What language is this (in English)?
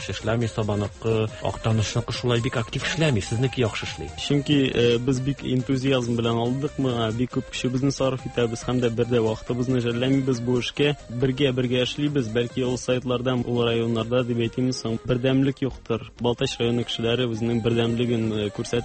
Tatar